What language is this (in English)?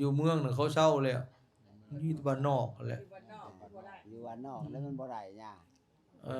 Lao